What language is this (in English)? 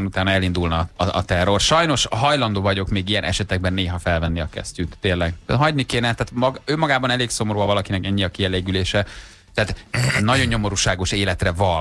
Hungarian